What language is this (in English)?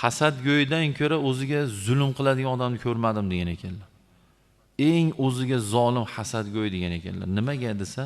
Uzbek